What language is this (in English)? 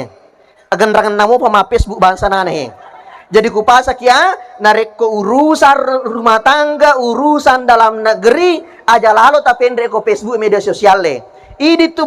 Buginese